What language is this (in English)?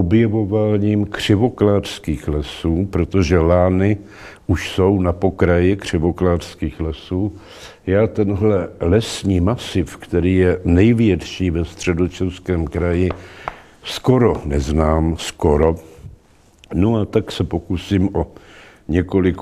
Czech